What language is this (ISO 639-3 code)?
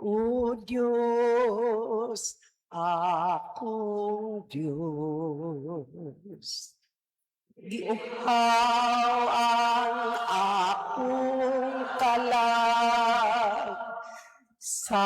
ceb